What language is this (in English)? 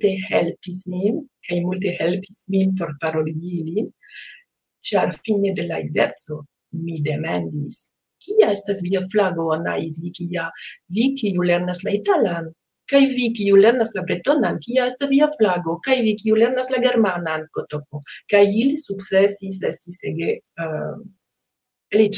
Esperanto